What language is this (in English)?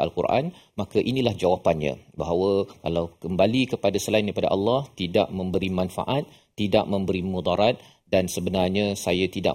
Malay